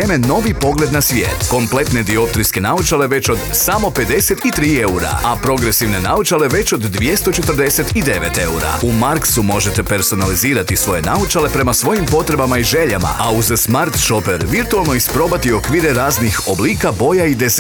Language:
Croatian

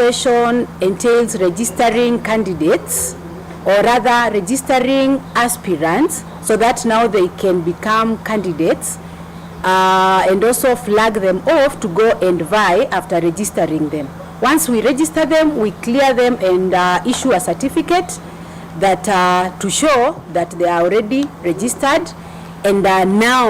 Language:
Kamba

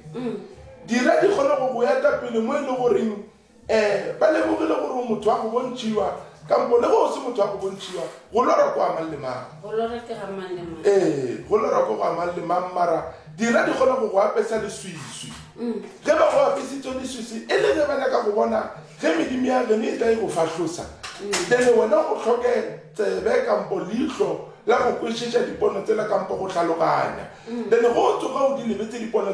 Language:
Northern Sotho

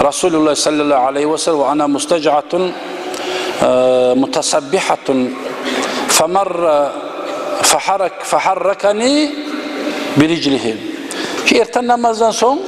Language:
Kumyk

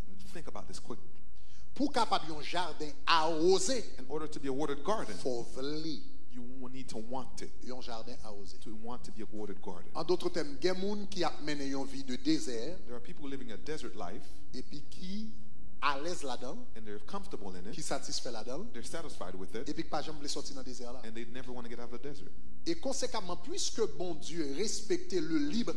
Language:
Haitian Creole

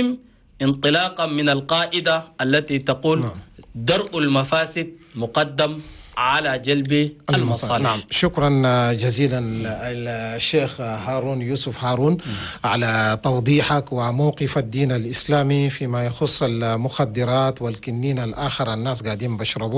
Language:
Chadian Arabic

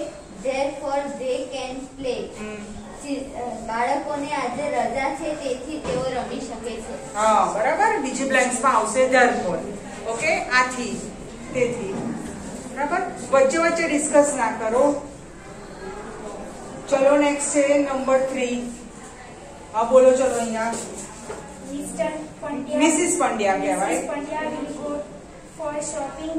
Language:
Gujarati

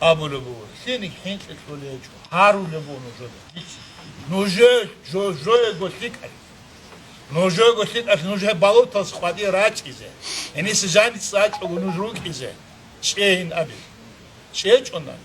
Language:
Avaric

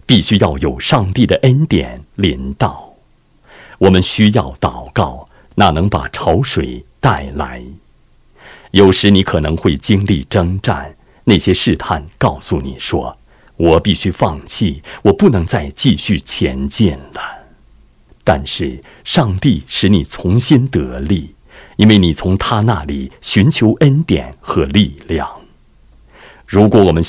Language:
Chinese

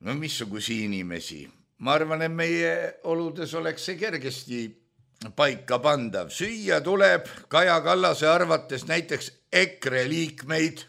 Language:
Estonian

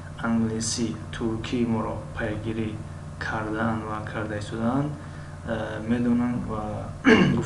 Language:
Tajik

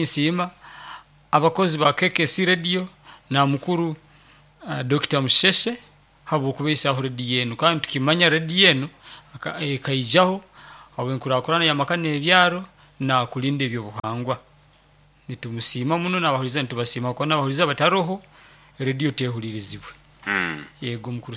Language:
Nyoro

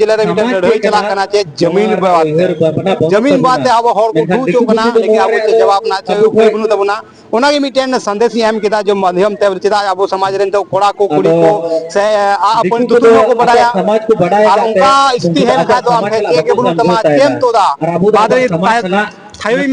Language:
Santali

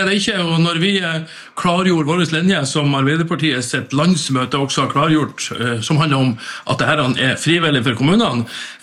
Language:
Norwegian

